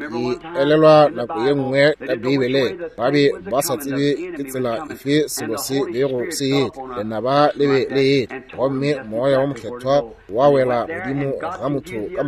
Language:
Northern Sotho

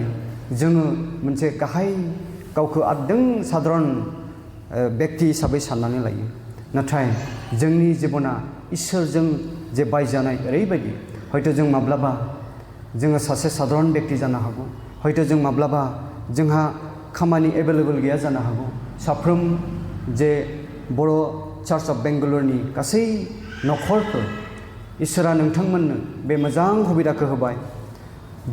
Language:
Bodo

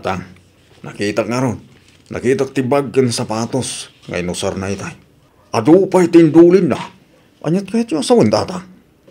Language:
Iloko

